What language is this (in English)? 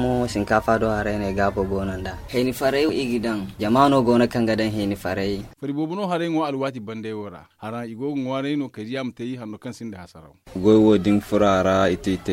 Zarma